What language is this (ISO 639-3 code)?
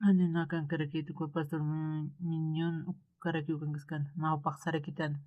aym